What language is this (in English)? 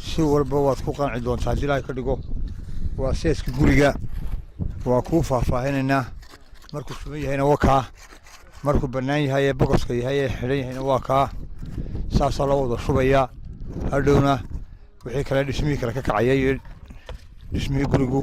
Somali